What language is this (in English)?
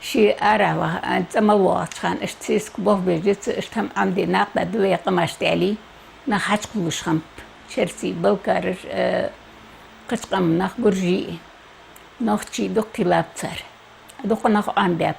Ingush